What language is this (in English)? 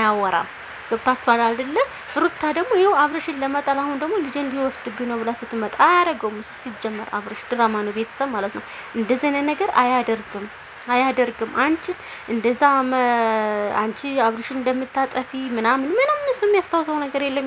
Amharic